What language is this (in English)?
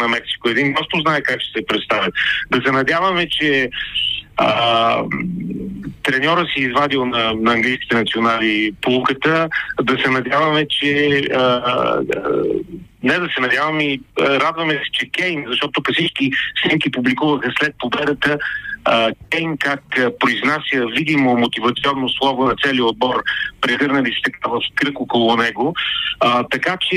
Bulgarian